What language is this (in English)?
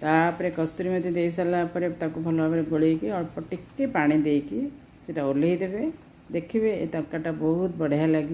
Odia